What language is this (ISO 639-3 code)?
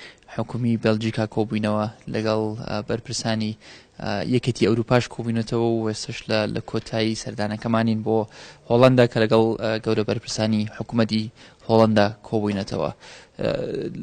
ckb